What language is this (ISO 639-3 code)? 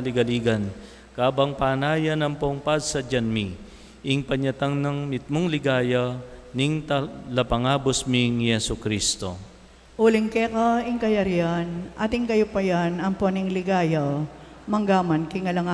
pam